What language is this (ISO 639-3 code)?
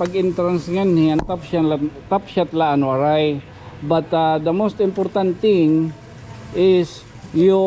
war